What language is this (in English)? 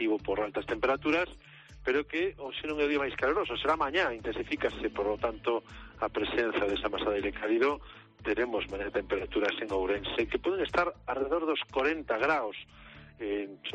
Galician